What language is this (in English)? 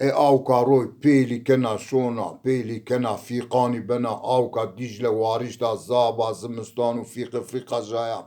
Zaza